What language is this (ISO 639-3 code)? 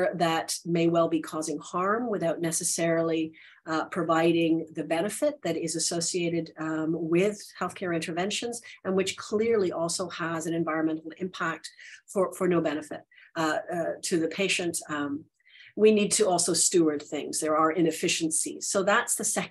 eng